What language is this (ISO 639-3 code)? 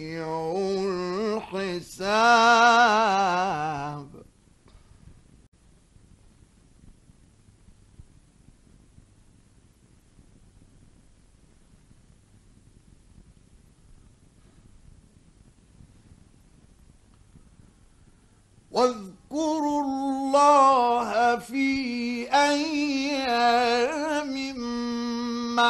ara